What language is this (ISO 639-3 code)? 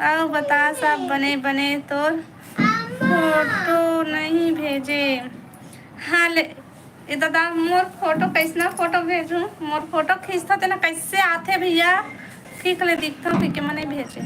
hne